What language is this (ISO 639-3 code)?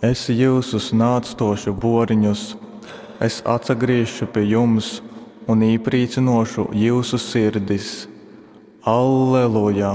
ltg